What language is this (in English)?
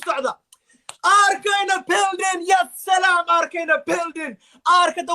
Somali